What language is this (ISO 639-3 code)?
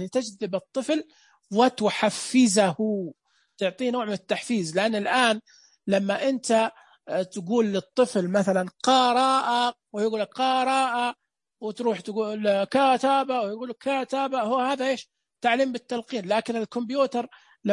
ars